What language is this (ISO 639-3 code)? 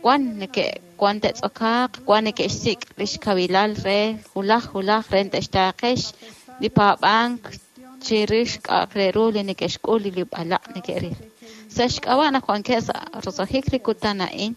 kek